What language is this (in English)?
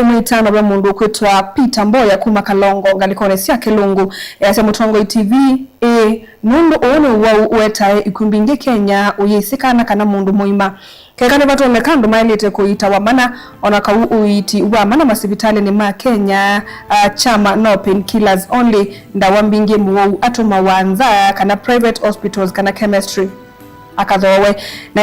Kamba